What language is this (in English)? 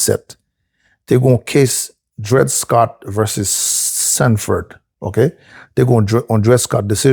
Haitian Creole